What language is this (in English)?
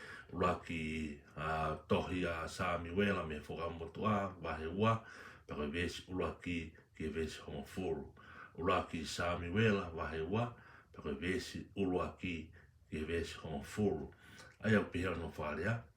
Tongan